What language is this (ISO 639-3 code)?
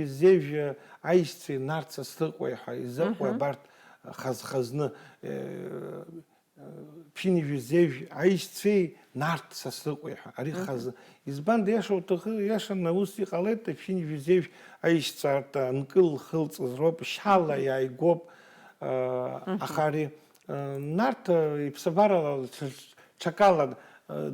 abk